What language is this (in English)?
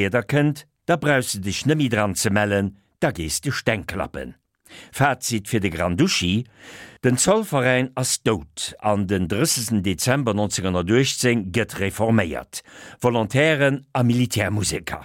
Luxembourgish